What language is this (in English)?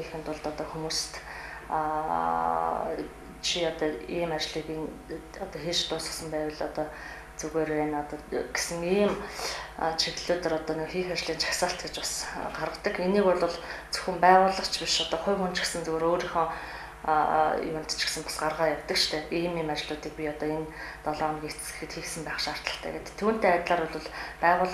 Mongolian